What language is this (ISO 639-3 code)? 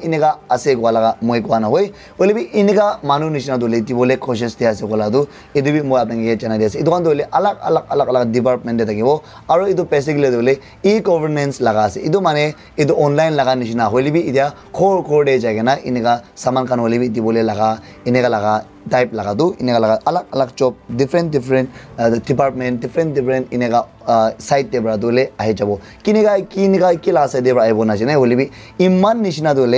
nag